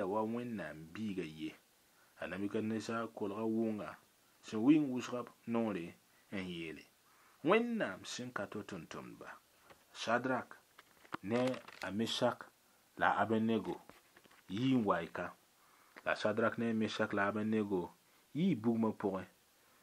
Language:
Mossi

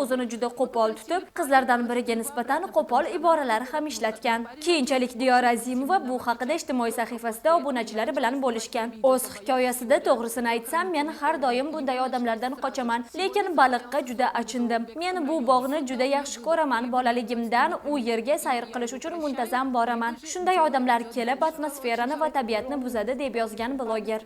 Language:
Uzbek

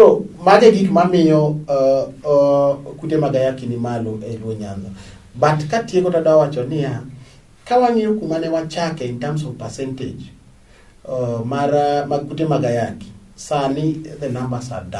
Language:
Luo (Kenya and Tanzania)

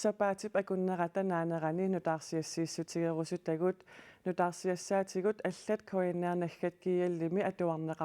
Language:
Kalaallisut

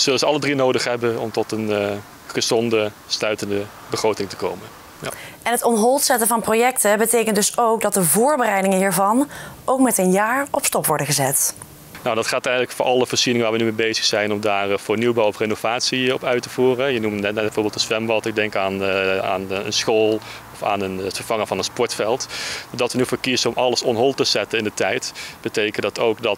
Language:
Dutch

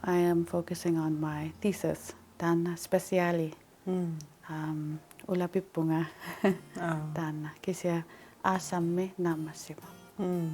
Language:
Kalaallisut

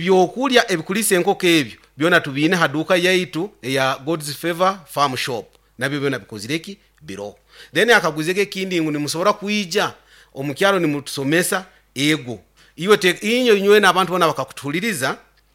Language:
Nyoro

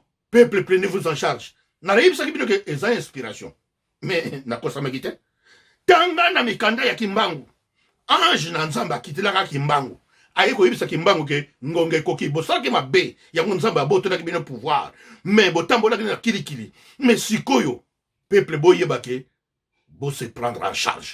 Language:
Lingala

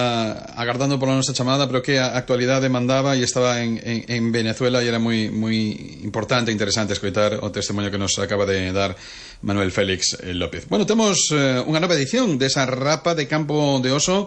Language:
Galician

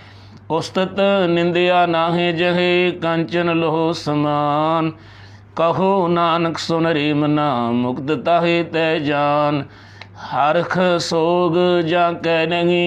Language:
Punjabi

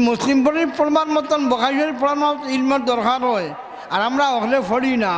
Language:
Sylheti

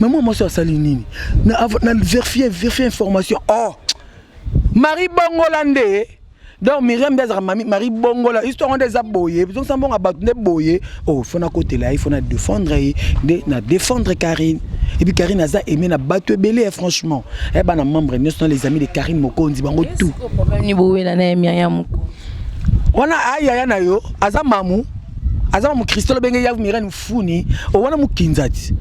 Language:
Lingala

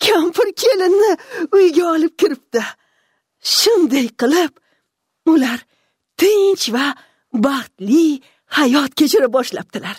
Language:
Uzbek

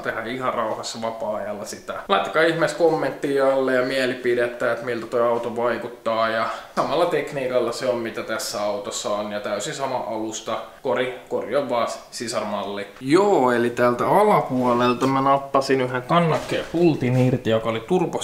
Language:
Finnish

